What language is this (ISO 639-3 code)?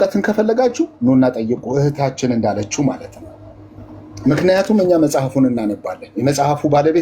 amh